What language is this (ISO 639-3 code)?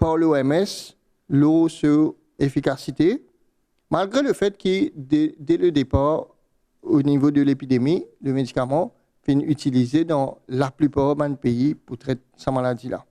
mfe